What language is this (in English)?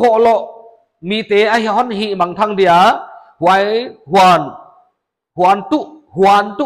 Paite Chin